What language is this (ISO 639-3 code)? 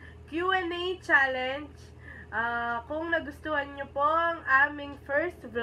fil